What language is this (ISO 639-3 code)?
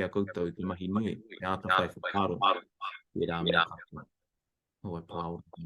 mri